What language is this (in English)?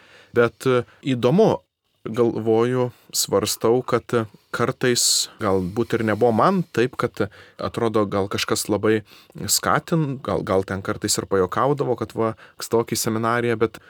Lithuanian